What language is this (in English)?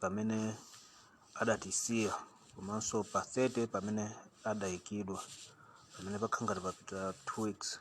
Nyanja